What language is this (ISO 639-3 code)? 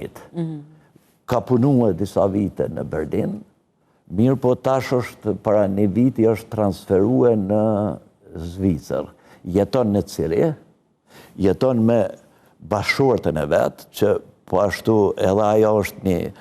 sqi